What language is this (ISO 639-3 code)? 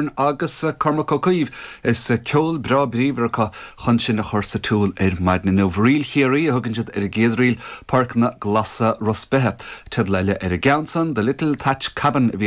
gle